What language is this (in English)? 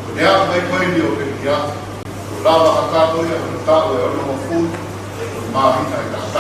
Tongan